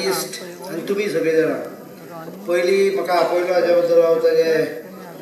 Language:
Konkani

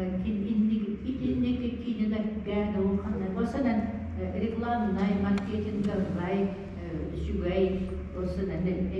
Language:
Yakut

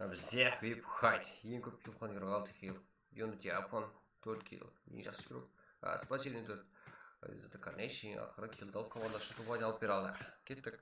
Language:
Kara-Kalpak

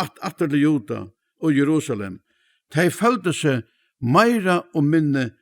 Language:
Faroese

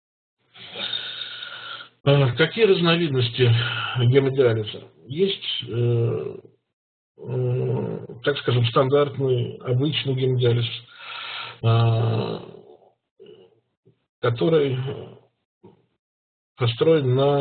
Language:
Russian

